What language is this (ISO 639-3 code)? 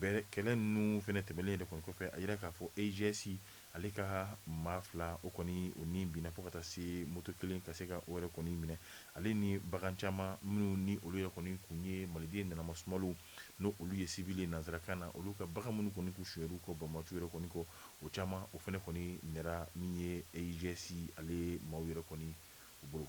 bam